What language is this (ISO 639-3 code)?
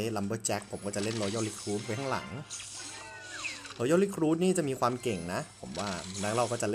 tha